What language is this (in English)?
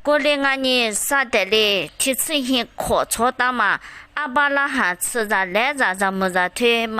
Lisu